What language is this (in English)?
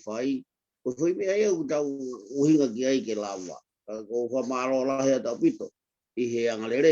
Tongan